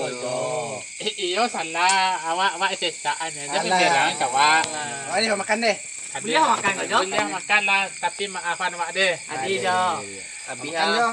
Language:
Minangkabau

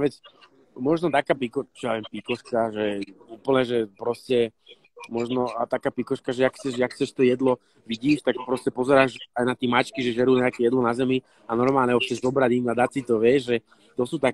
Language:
Slovak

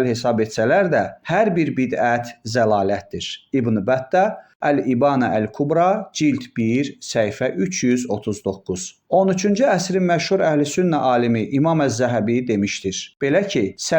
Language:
Azerbaijani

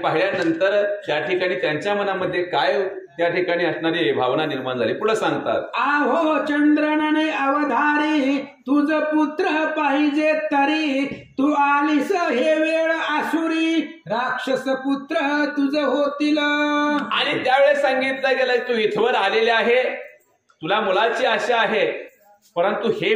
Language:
Marathi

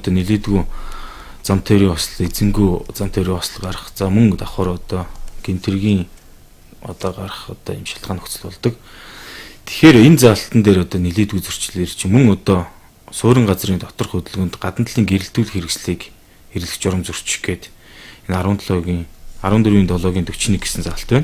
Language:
Mongolian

